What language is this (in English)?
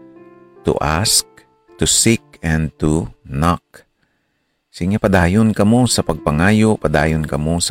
Hiligaynon